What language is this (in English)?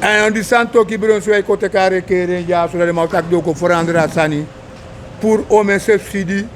Sranan Tongo